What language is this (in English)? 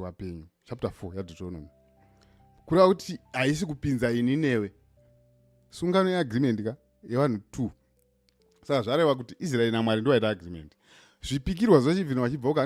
Shona